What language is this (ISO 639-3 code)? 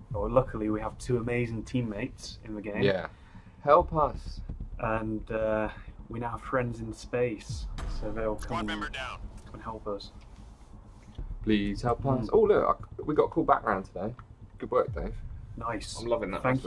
eng